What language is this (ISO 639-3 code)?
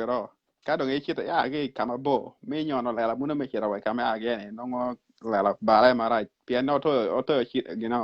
ach